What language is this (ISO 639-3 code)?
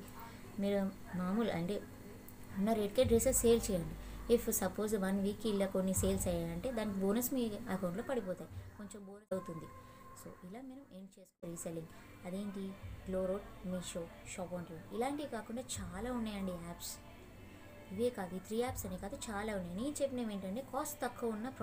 tel